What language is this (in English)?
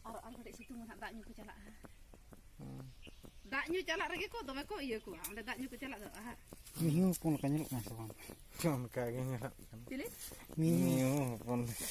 Santali